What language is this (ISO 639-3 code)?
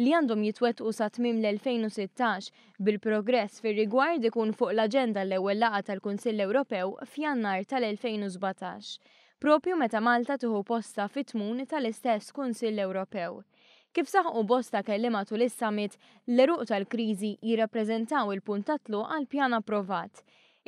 mlt